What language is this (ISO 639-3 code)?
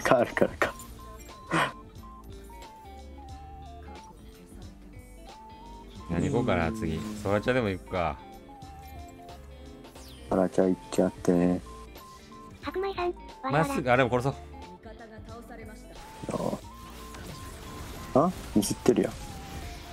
jpn